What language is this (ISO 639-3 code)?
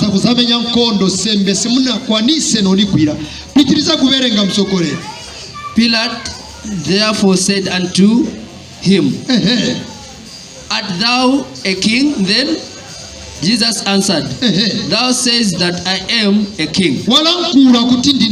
nya